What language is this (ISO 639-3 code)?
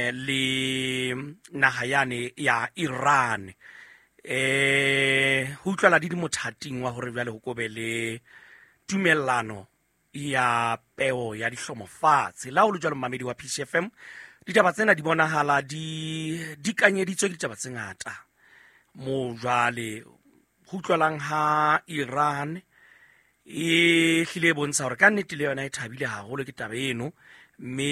sot